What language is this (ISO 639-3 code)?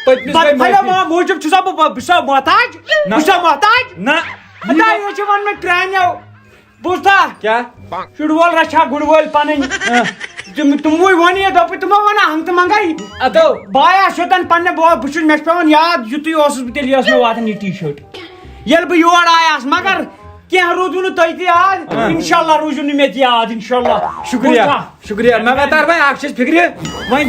kas